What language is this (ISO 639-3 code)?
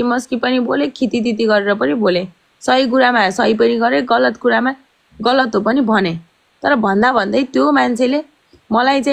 nep